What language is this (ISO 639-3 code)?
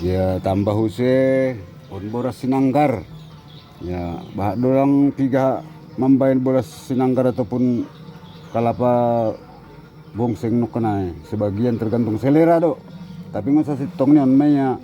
bts